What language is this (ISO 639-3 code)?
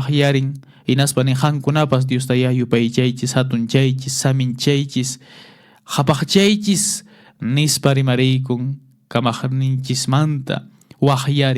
que